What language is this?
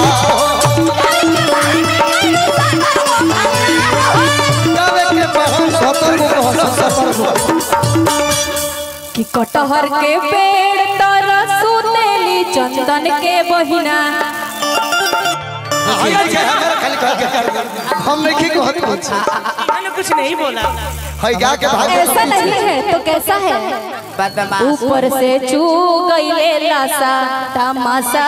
Bhojpuri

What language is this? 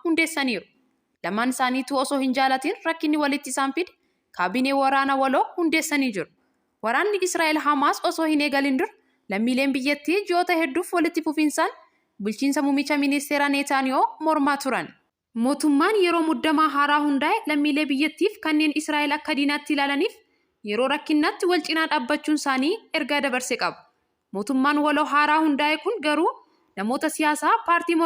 Oromo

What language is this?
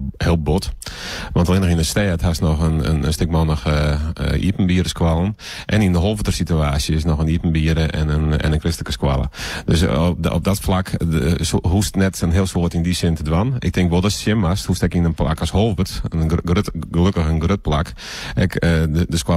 Western Frisian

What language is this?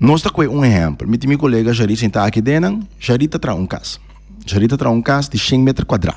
Papiamento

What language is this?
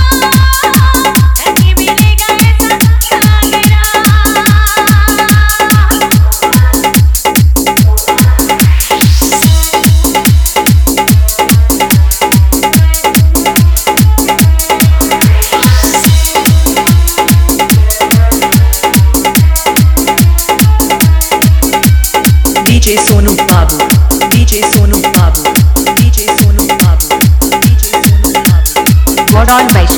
Bhojpuri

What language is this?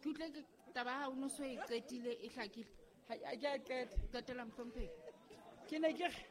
Southern Sotho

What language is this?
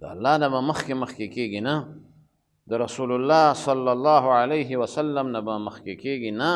Pashto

